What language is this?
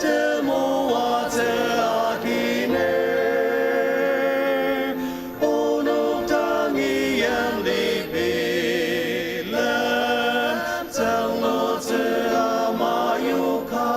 Ao Naga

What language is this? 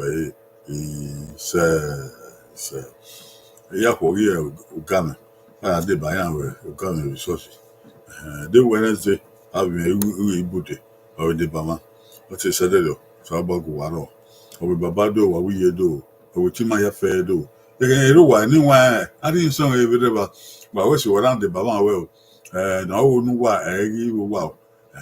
Bini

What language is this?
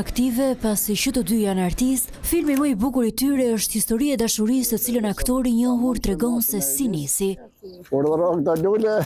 Albanian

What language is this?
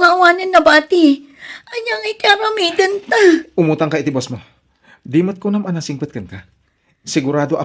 Iloko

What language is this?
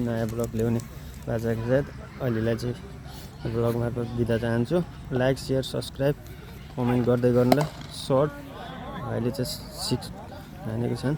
Nepali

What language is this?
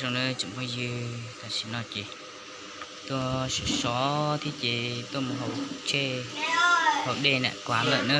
Hmong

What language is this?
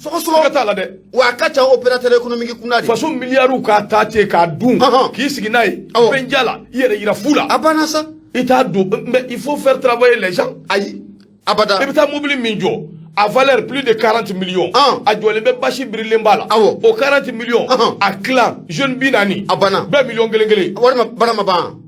Bambara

